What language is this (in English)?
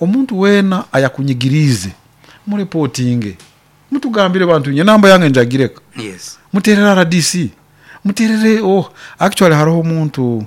Nyankole